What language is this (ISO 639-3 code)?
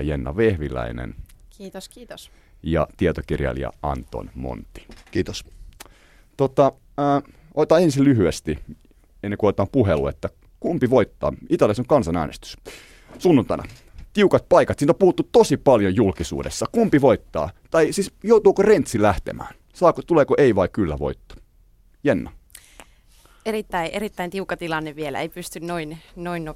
fin